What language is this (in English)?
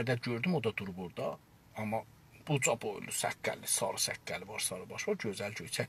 South Azerbaijani